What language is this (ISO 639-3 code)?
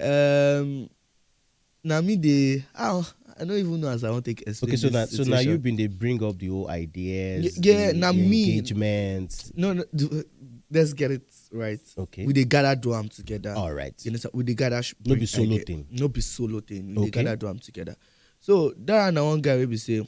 pcm